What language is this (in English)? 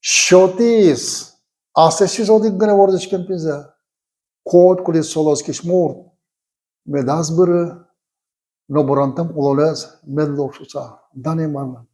Udmurt